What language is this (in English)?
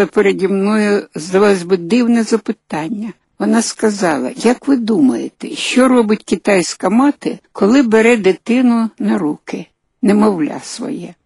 Ukrainian